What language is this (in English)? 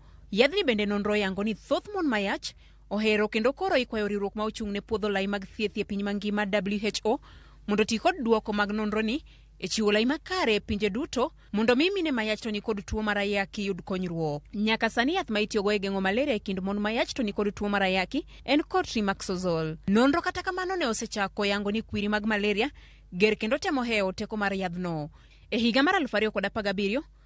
Luo (Kenya and Tanzania)